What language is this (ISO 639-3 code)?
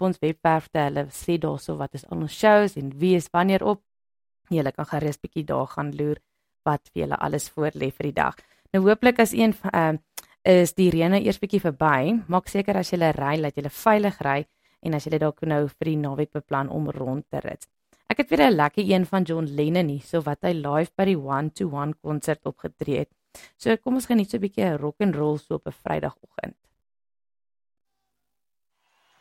afr